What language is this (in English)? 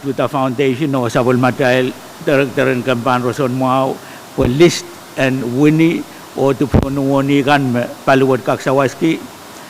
Pohnpeian